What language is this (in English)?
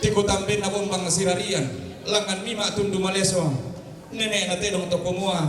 Toraja-Sa'dan